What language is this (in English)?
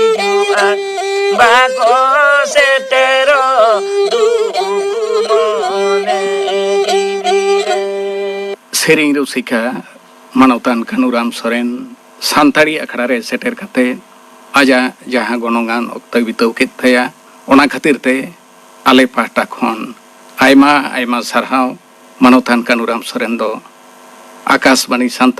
Santali